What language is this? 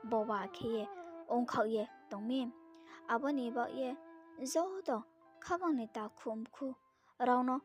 Riang (India)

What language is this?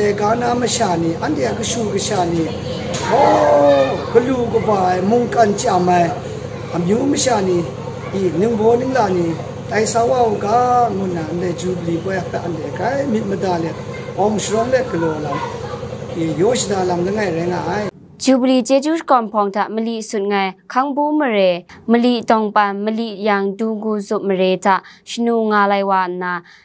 Kachin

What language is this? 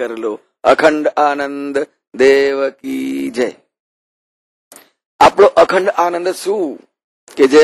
Gujarati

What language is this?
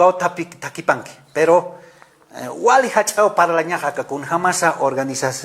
Aymara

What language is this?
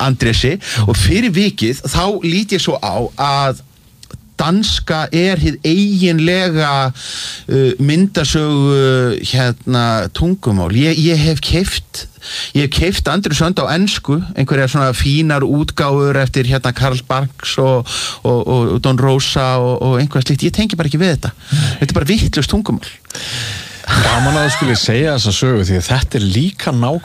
Icelandic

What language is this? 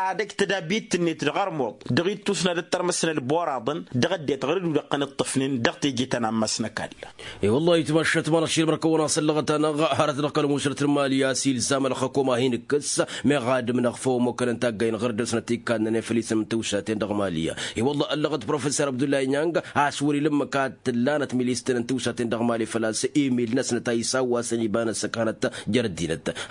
Tamasheq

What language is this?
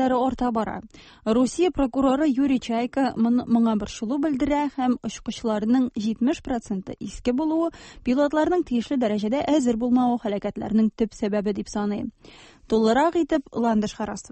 Tatar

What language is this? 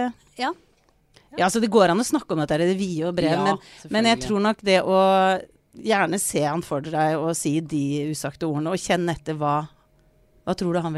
Norwegian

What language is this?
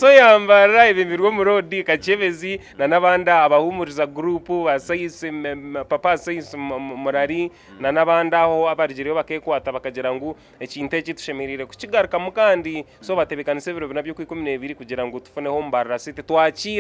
Nyankole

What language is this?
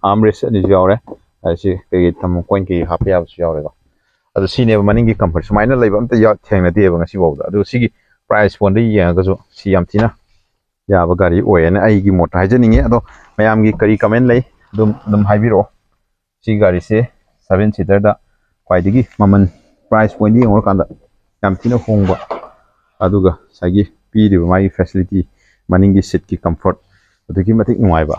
Manipuri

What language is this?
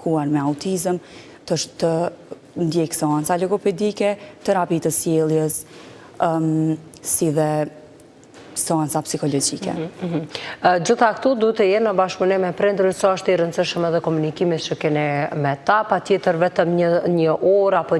Albanian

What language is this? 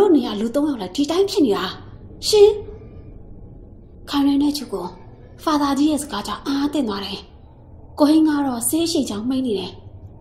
Burmese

